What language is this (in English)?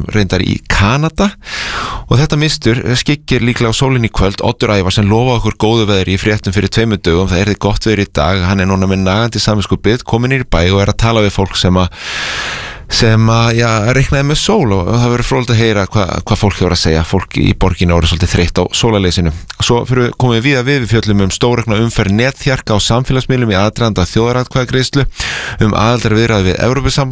Icelandic